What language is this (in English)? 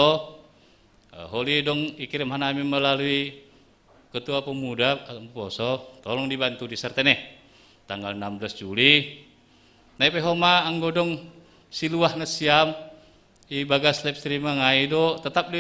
Batak Simalungun